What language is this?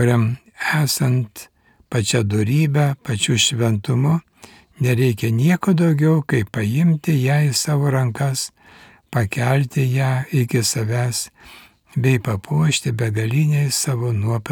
Lithuanian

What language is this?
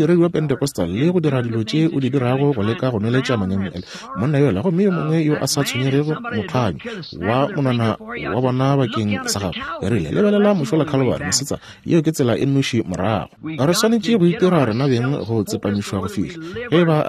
Northern Sotho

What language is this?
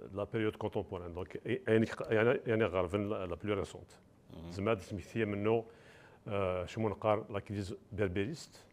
Kabyle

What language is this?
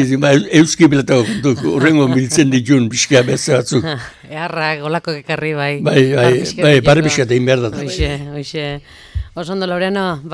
Basque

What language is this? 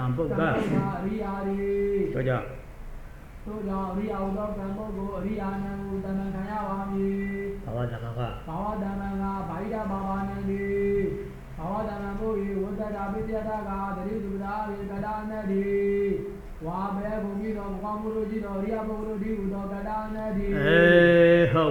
Burmese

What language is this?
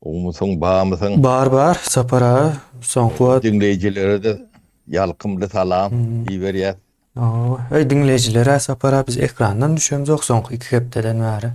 Turkmen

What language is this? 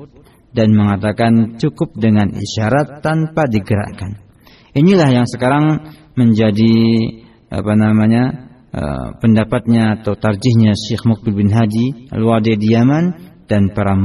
Indonesian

